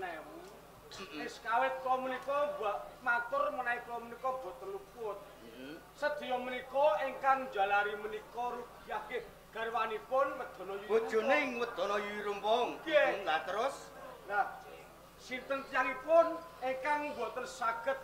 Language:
Javanese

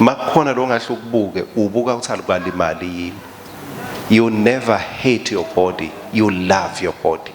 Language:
Swati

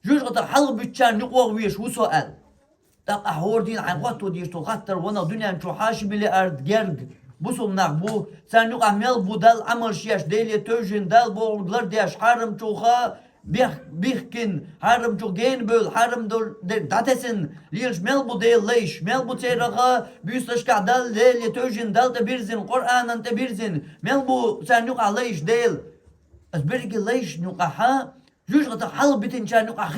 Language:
Chechen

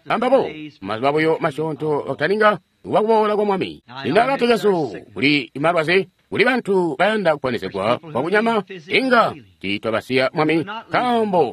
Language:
Tonga (Zambia)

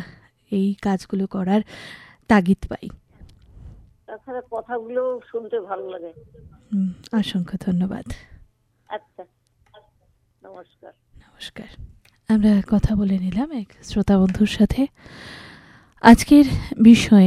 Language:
Bangla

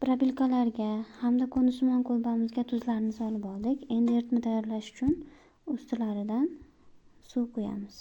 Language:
Uzbek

